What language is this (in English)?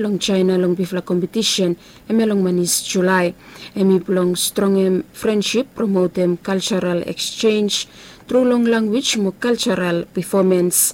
Bislama